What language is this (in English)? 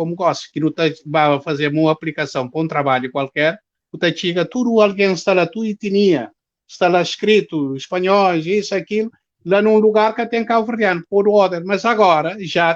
Kabuverdianu